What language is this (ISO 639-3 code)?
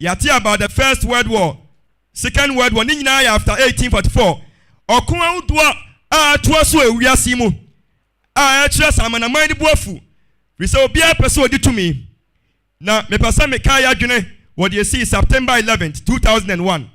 aka